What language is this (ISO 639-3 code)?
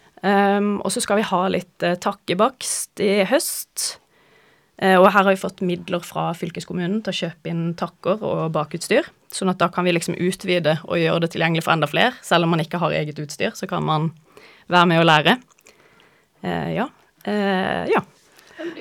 nor